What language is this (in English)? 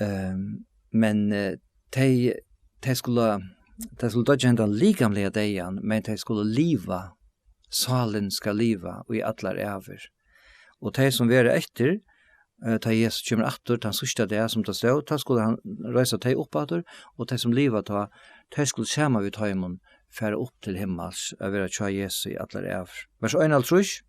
Faroese